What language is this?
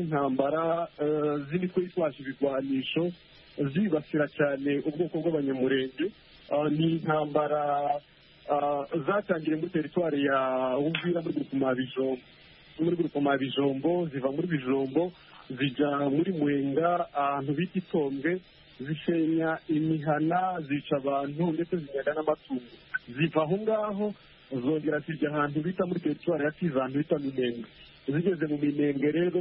Kinyarwanda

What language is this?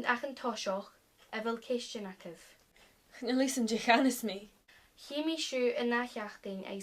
Scottish Gaelic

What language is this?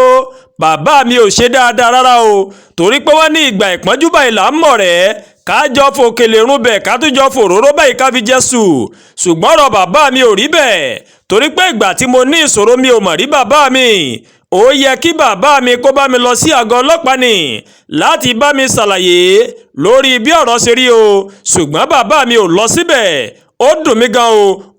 Yoruba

